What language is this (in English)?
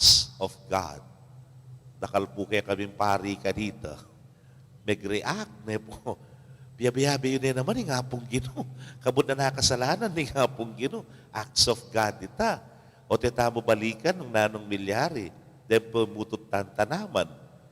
Pampanga